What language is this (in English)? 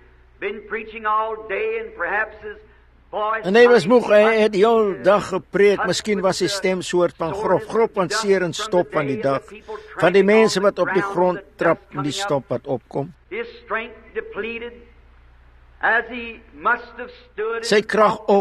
Afrikaans